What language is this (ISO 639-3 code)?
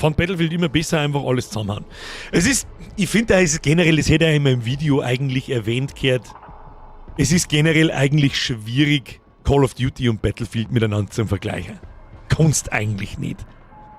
bar